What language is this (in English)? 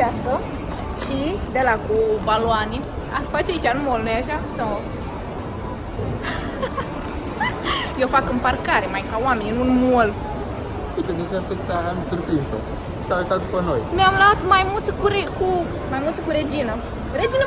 Romanian